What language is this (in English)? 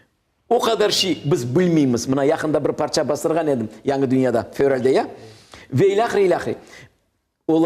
Crimean Tatar